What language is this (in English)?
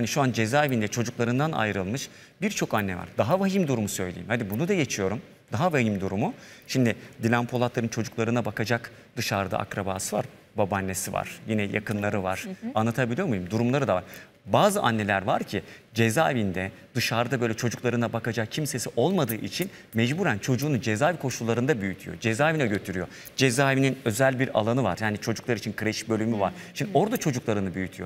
Turkish